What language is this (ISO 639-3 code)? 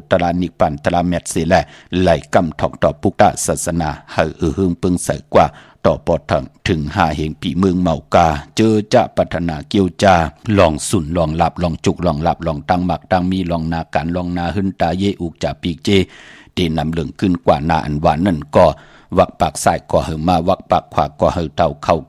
shn